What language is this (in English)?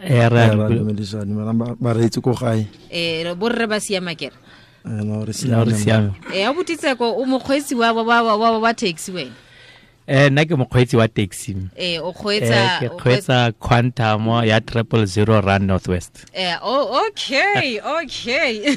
Tswana